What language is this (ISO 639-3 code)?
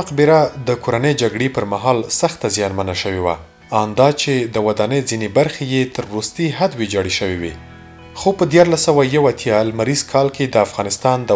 pus